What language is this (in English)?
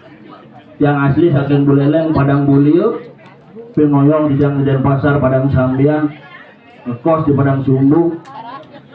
Balinese